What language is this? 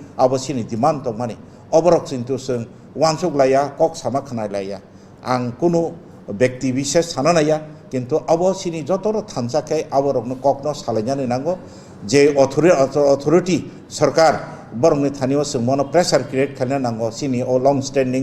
Kok Borok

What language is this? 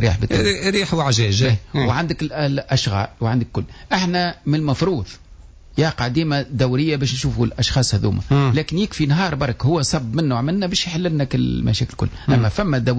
Tunisian Arabic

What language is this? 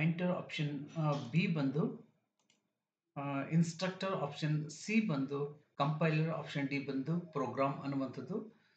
Kannada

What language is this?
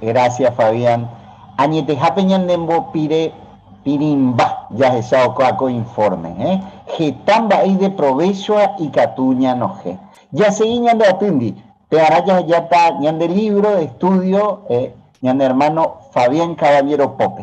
Guarani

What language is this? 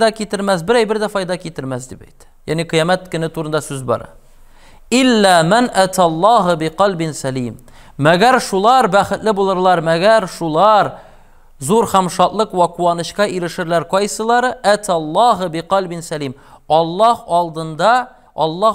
Tatar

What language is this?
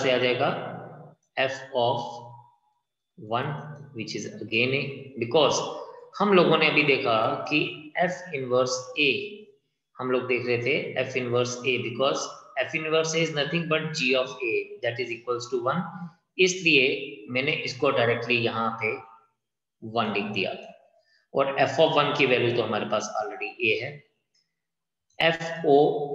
Hindi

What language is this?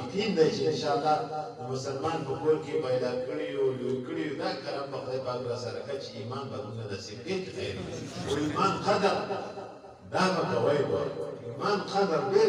Pashto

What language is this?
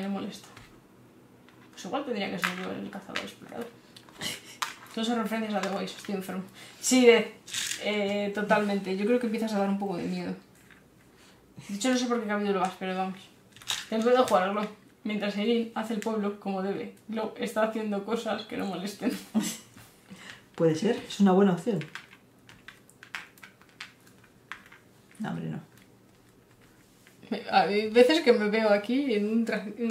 Spanish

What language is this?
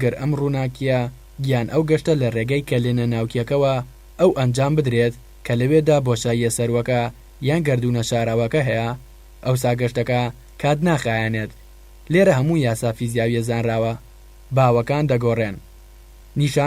Central Kurdish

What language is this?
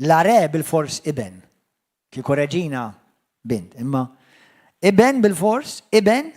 Maltese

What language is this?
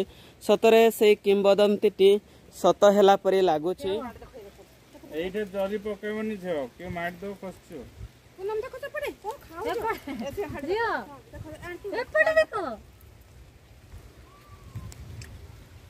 Odia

